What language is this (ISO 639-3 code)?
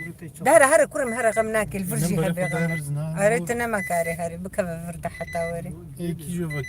kur